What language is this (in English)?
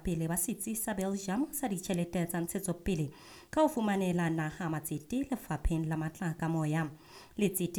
Southern Sotho